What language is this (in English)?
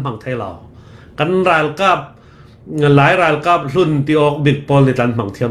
Falam Chin